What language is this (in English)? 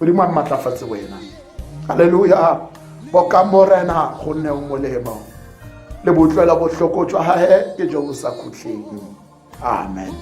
Tswana